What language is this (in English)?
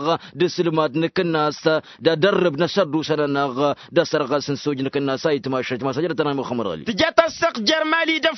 Tamasheq